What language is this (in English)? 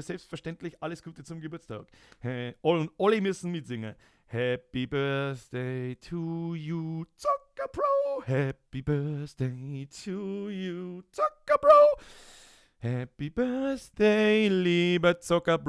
Bavarian